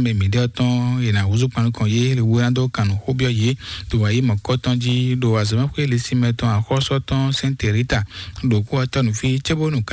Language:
Fon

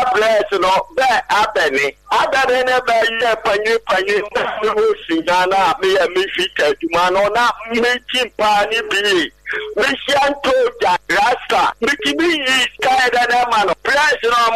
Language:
Akan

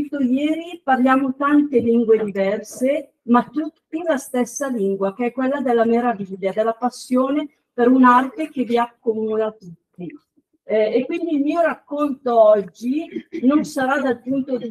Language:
Italian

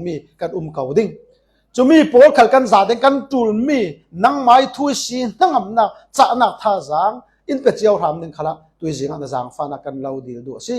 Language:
Falam Chin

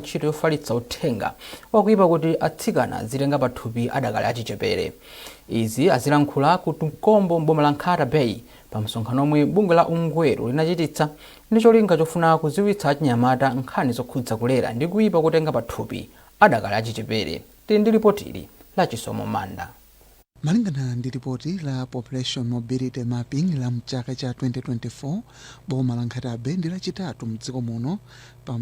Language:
Nyanja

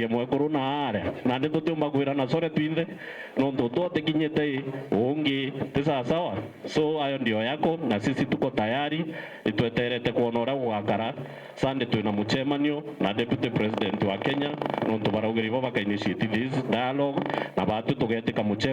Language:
Meru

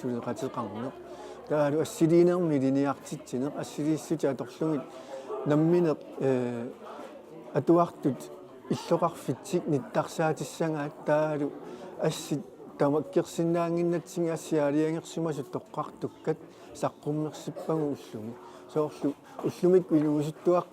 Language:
Kalaallisut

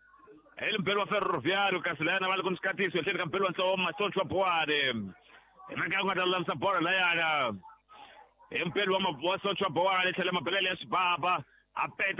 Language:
Tsonga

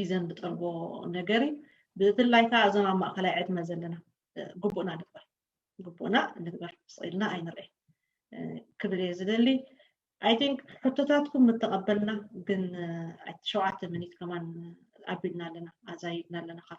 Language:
Tigrinya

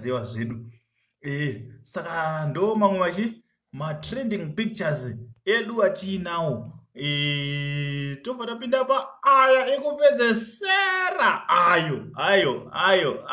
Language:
Shona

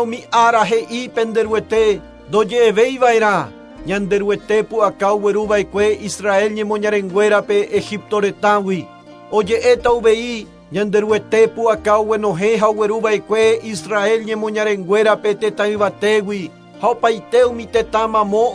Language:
Guarani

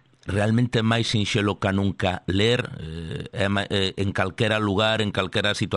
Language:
Galician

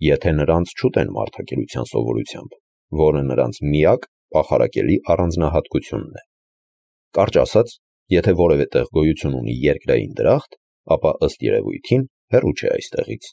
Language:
Armenian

